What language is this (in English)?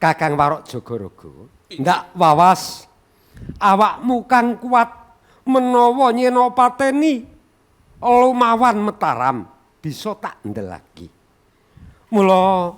Javanese